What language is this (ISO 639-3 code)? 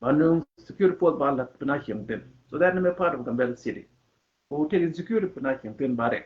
nus